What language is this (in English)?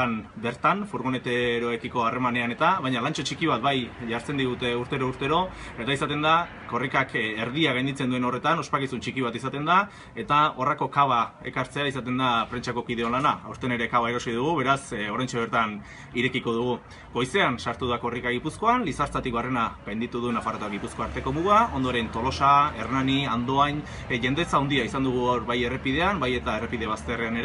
Basque